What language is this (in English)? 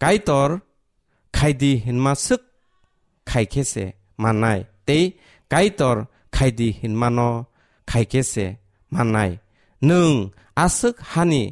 Kok Borok